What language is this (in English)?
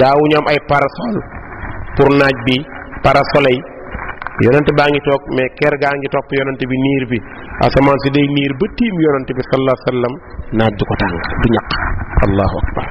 Wolof